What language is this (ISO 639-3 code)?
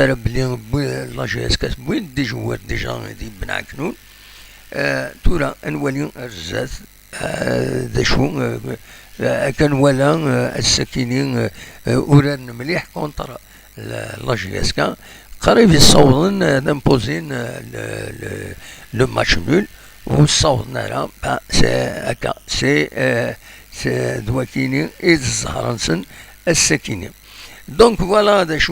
kab